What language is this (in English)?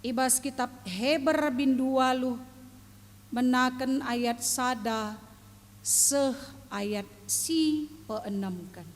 Batak Karo